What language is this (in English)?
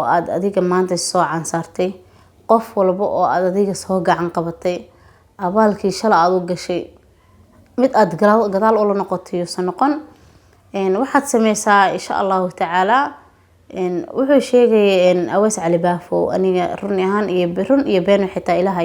Somali